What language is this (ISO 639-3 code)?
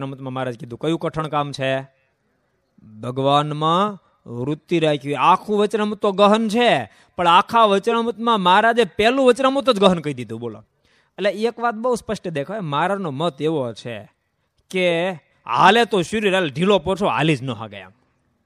guj